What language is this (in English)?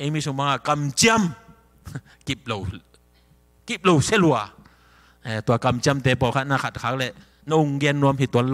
Tedim Chin